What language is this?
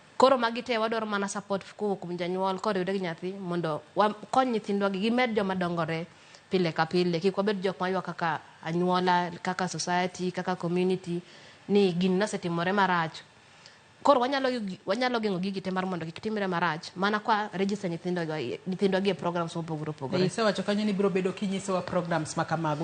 Luo (Kenya and Tanzania)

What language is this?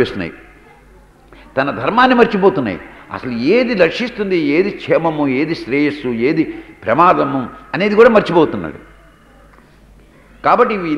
Telugu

